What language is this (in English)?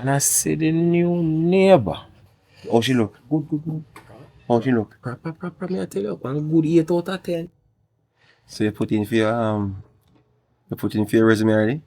Jamaican Creole English